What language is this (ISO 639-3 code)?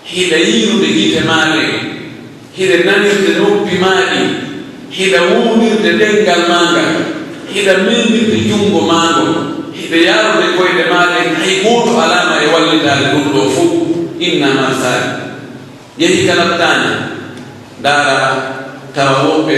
fuf